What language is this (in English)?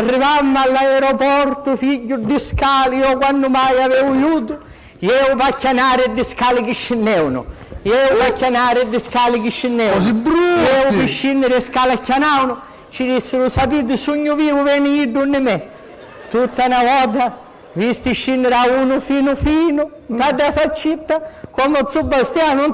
Sicilian